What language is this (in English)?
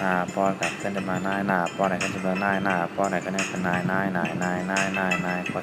Shan